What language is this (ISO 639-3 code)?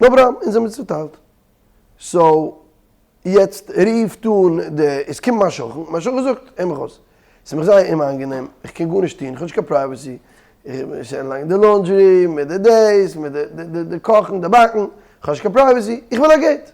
yid